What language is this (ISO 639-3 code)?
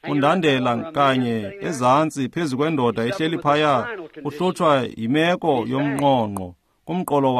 xho